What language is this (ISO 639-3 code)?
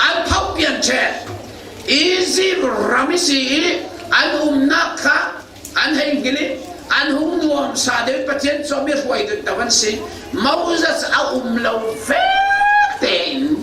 cfm